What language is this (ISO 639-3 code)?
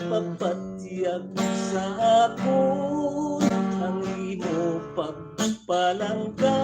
hil